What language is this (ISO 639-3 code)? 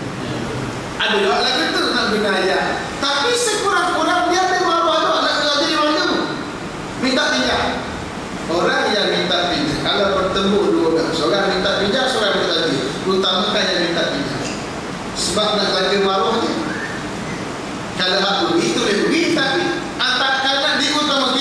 msa